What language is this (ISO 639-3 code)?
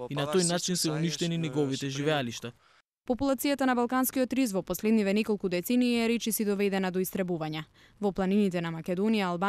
mkd